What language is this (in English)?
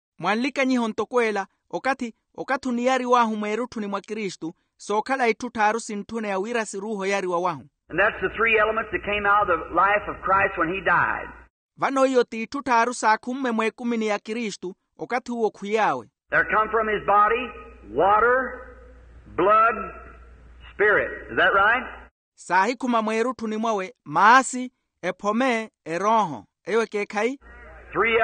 Makhuwa